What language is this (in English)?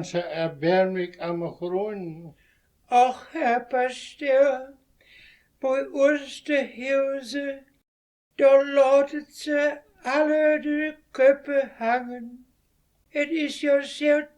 Westphalien